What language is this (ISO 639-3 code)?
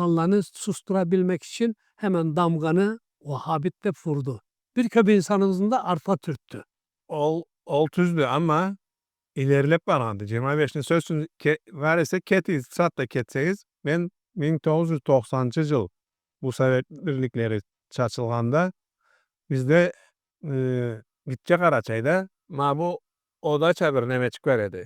krc